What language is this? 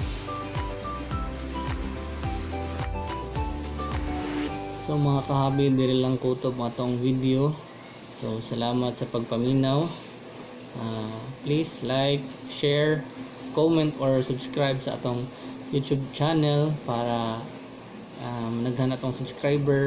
Cebuano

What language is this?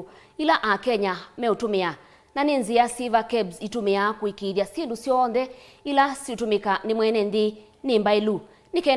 Kamba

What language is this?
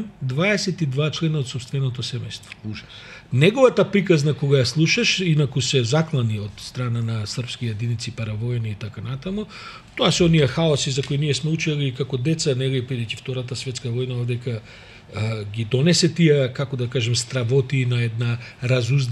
Macedonian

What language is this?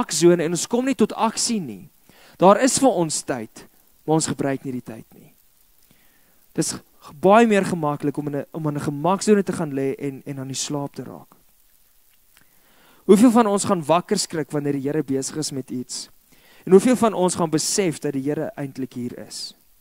Afrikaans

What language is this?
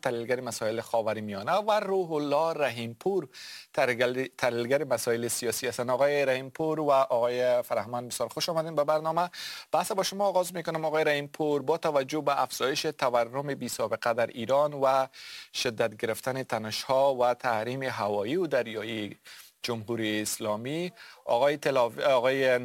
Persian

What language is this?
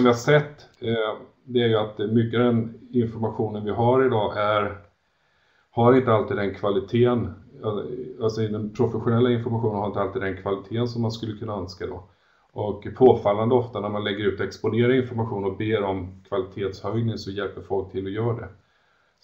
Swedish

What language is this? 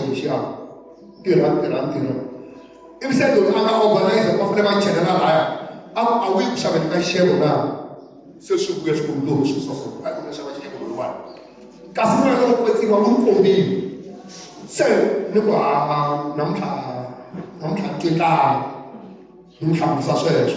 Tsonga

